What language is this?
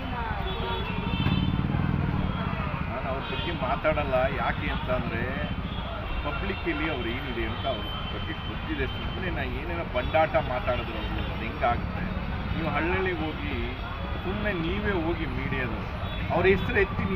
Kannada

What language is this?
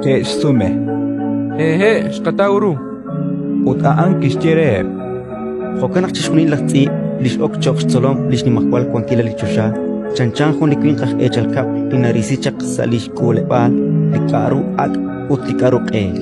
Kekchí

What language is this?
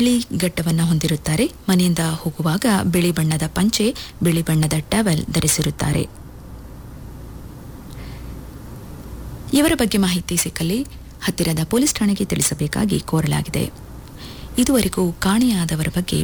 Kannada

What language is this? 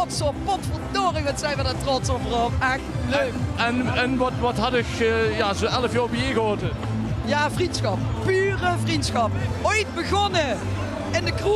Limburgish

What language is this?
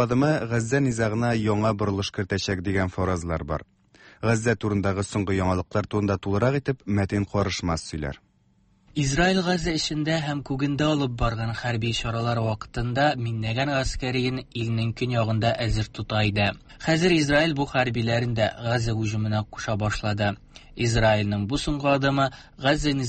Tatar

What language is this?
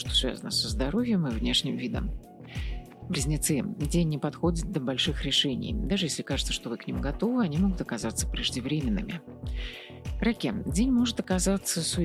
Russian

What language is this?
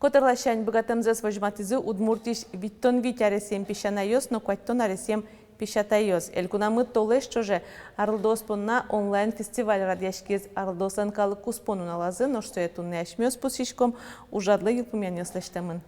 Udmurt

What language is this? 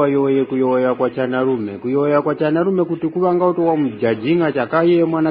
Tumbuka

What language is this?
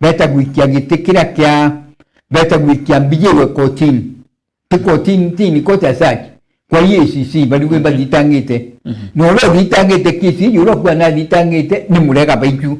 Meru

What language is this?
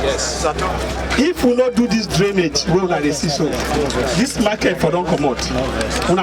Nigerian Pidgin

